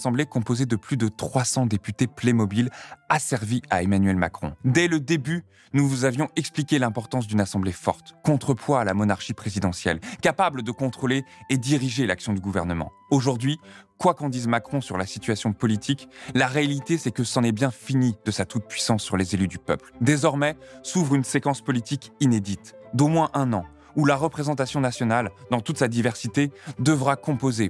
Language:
French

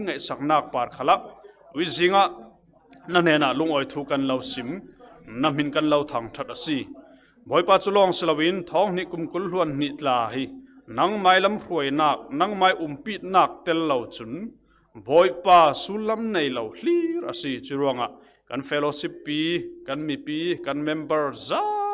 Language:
Falam Chin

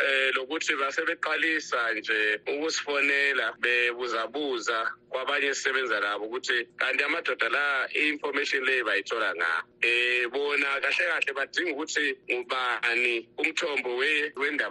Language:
North Ndebele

